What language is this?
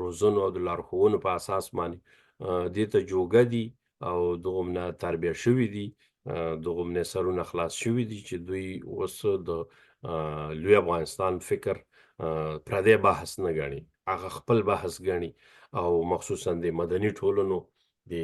Pashto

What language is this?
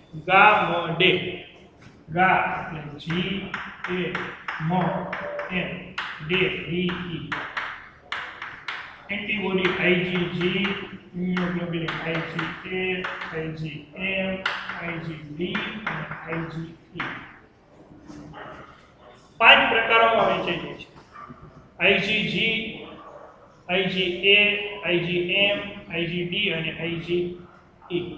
Gujarati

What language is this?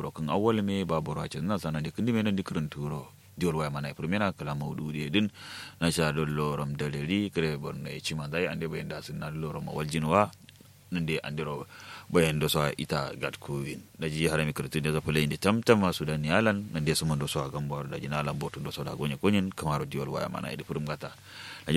Kanuri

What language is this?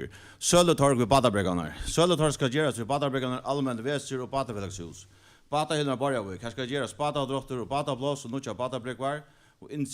Faroese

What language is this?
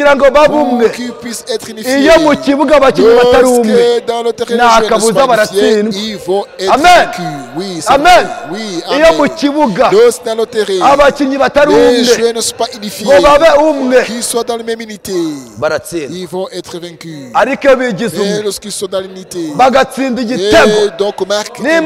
Kinyarwanda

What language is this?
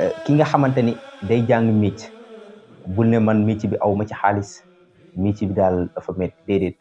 Wolof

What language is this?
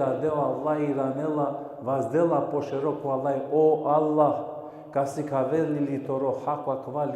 Balkan Romani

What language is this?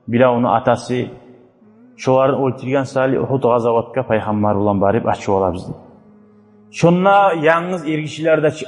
Kumyk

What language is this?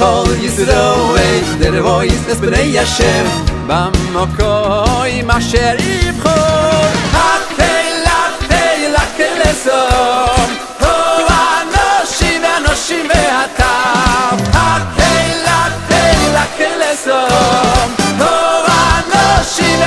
Hebrew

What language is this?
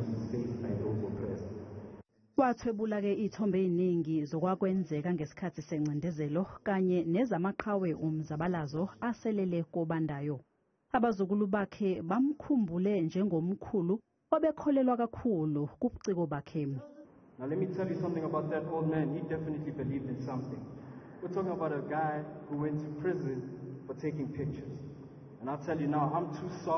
Zulu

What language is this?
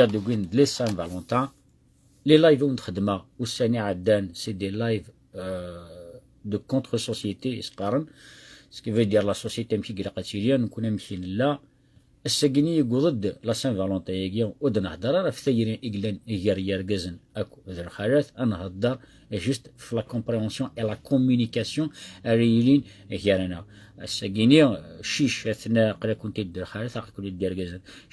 Kabyle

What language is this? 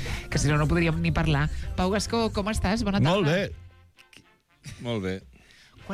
Catalan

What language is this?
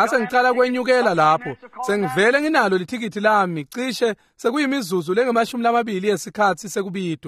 Swati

